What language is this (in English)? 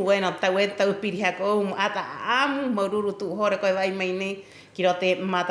Rapanui